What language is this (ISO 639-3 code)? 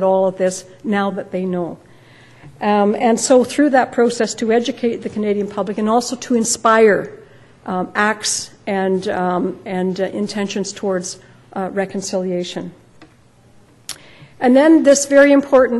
eng